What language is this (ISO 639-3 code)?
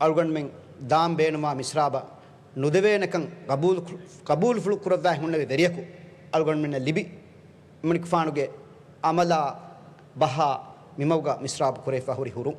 div